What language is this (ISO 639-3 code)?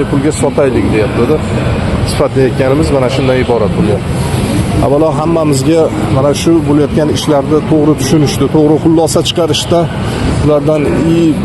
uzb